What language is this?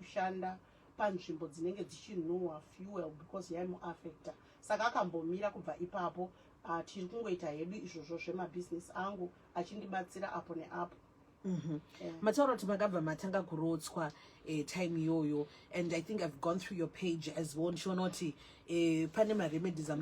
Shona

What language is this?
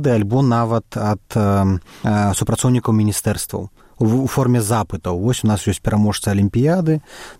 Belarusian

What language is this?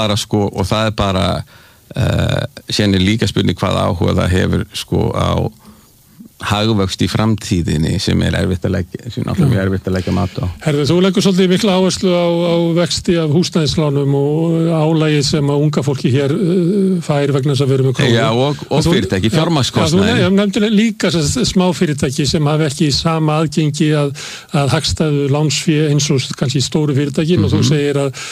Icelandic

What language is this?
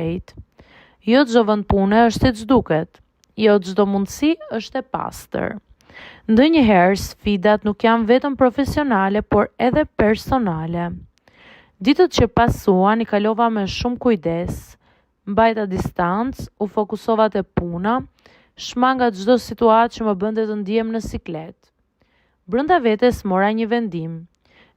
Albanian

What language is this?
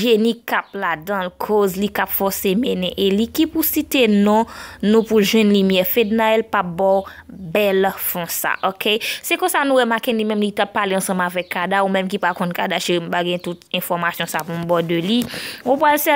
Haitian Creole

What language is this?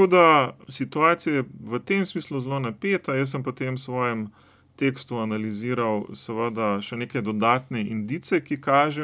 Slovenian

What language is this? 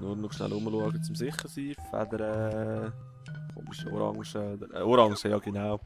Swiss German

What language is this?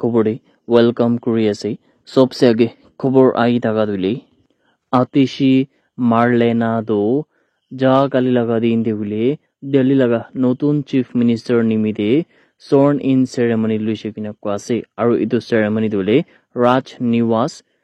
Naga Pidgin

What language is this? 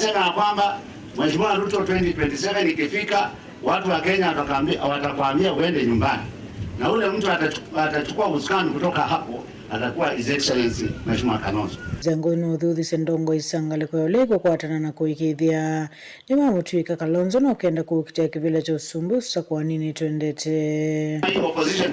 Kamba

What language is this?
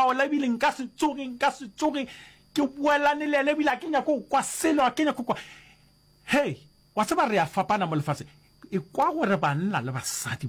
Northern Sotho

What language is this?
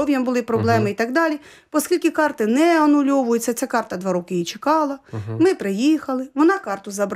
Ukrainian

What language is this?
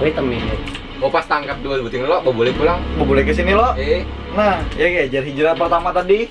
Banjar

